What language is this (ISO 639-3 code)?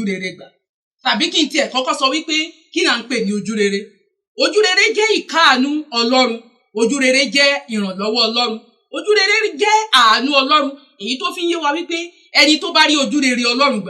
yor